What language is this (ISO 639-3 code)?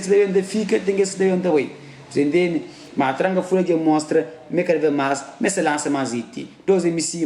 kea